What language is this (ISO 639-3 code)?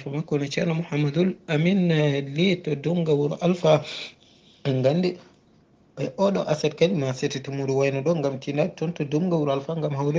ful